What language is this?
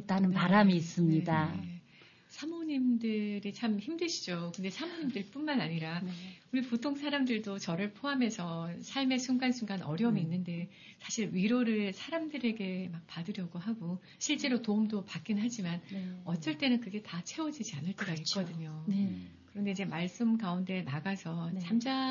Korean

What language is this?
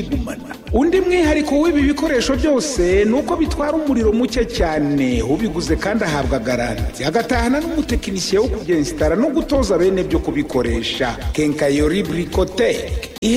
Kinyarwanda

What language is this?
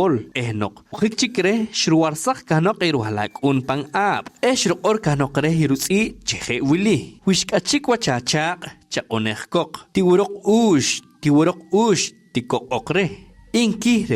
Poqomchi'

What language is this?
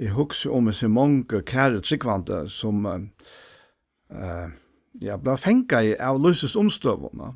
Faroese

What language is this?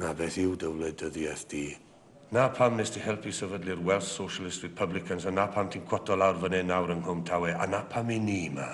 Welsh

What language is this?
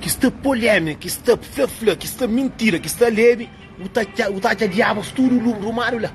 Kabuverdianu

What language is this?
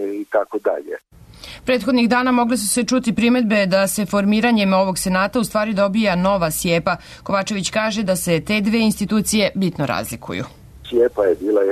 Serbian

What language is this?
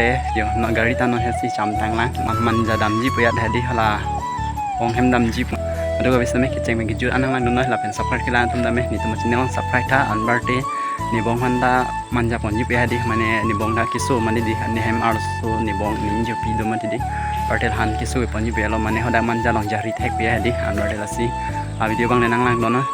Karbi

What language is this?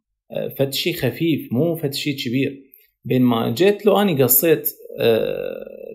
Mesopotamian Arabic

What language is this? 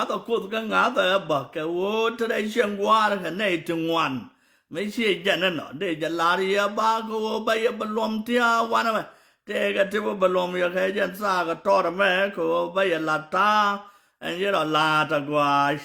Nuer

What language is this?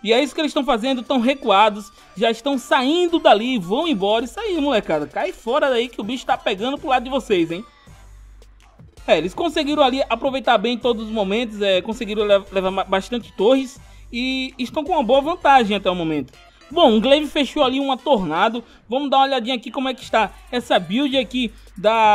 Portuguese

